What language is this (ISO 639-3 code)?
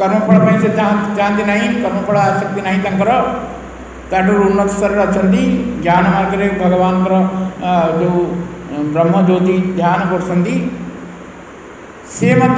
ori